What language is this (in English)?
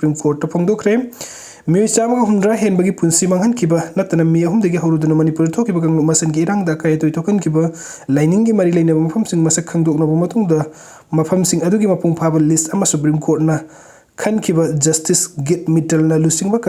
Manipuri